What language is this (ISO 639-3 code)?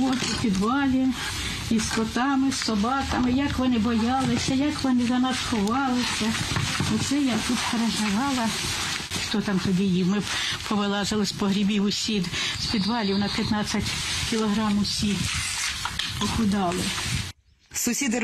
ukr